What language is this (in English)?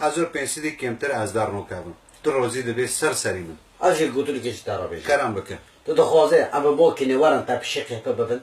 Kurdish